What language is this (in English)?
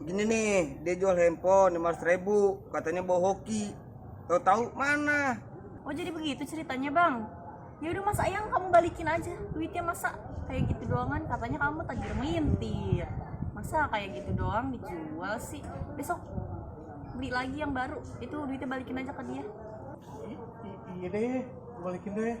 Betawi